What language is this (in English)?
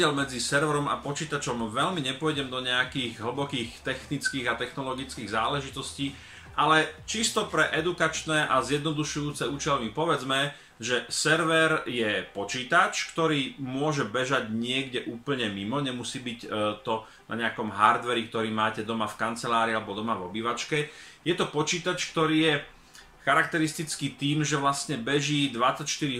Slovak